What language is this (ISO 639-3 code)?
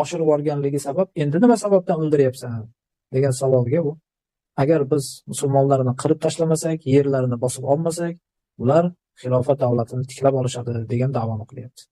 uzb